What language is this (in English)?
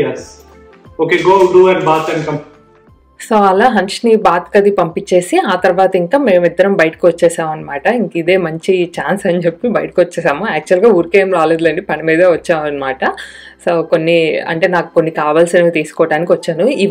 Telugu